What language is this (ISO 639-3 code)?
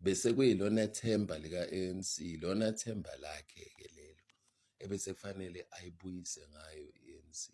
zul